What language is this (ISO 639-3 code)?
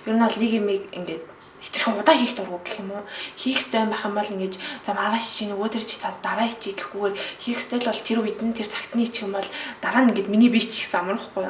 mon